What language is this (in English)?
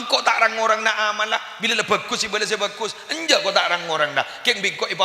Madurese